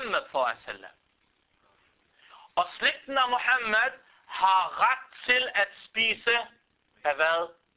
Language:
Danish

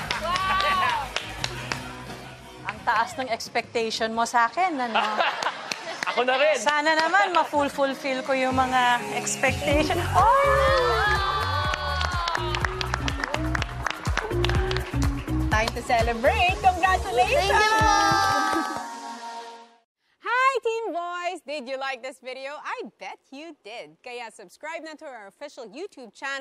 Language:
Filipino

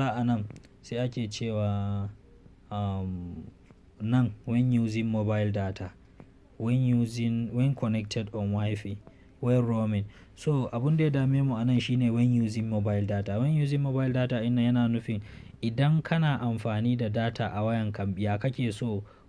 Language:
Hausa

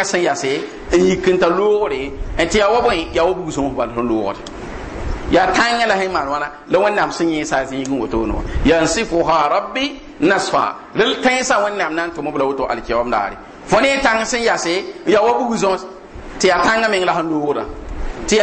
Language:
Mossi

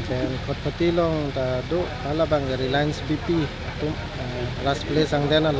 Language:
Karbi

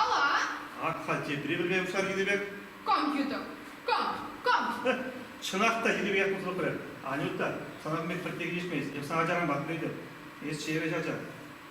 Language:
Chuvash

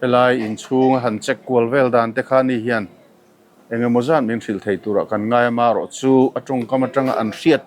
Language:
Mizo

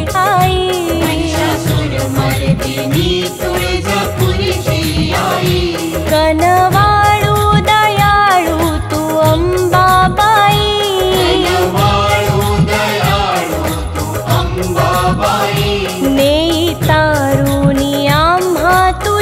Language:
Marathi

